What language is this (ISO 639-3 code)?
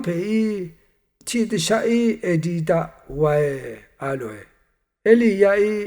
raw